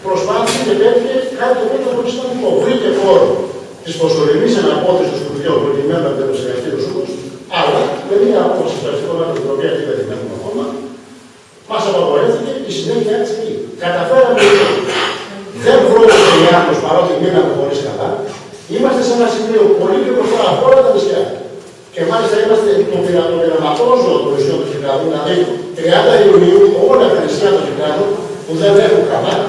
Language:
Greek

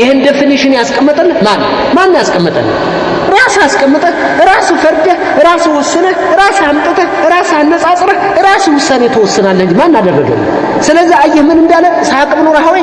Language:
Amharic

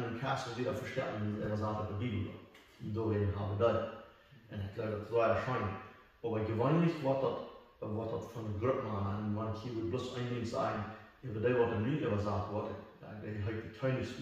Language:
Plautdietsch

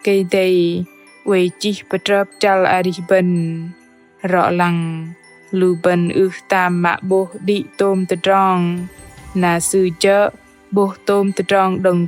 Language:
Bahnar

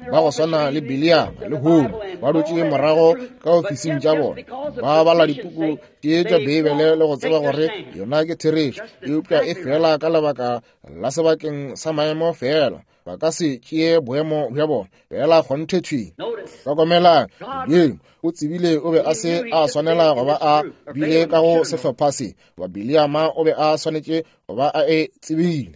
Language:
Northern Sotho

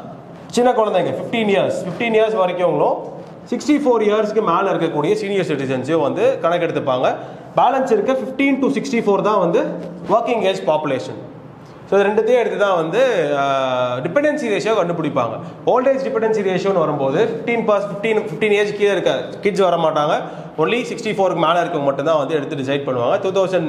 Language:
Tamil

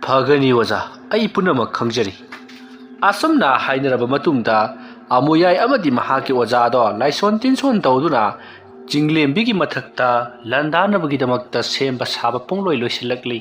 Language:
Manipuri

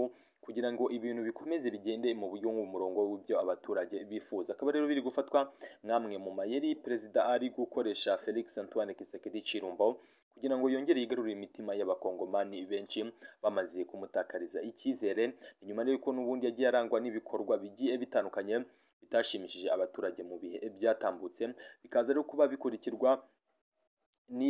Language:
Kinyarwanda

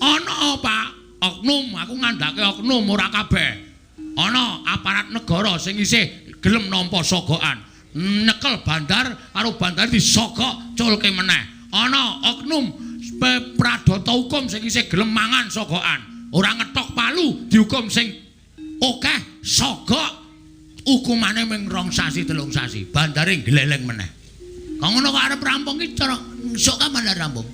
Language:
Javanese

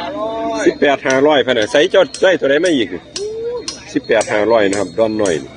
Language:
Northeastern Thai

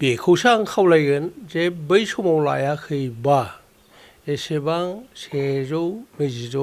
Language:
Bodo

